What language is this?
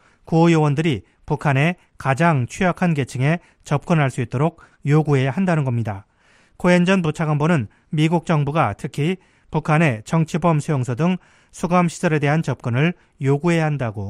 Korean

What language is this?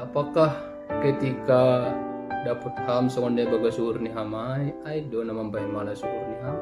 Batak Simalungun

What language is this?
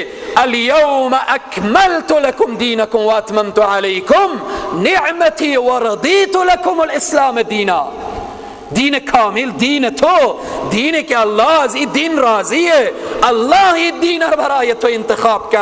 Persian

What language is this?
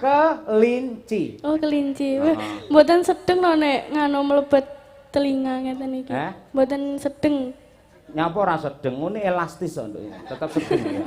Javanese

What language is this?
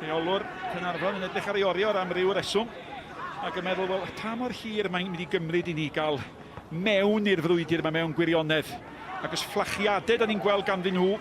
Welsh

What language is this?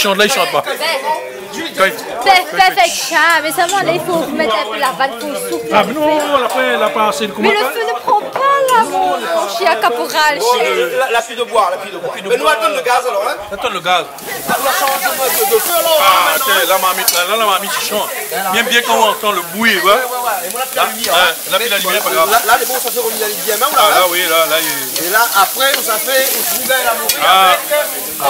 Réunion Creole French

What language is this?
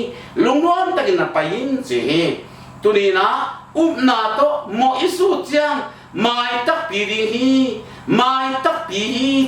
Tedim Chin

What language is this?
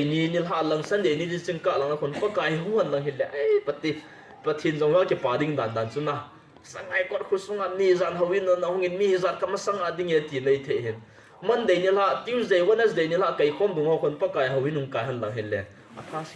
Tedim Chin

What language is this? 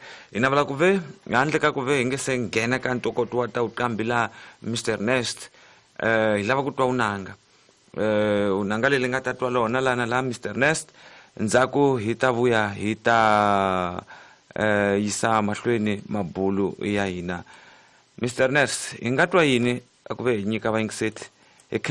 Tsonga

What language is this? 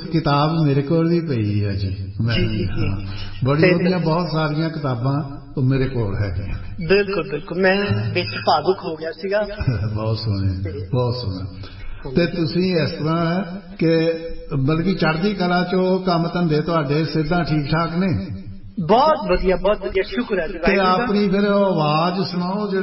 Punjabi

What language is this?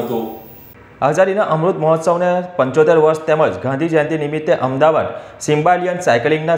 Gujarati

